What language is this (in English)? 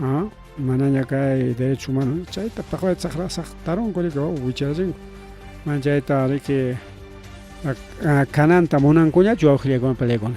Ayacucho Quechua